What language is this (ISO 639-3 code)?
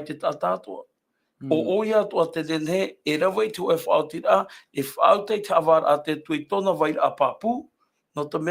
tah